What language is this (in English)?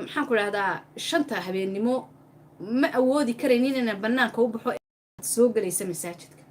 Somali